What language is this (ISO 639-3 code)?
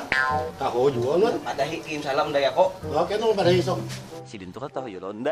bjn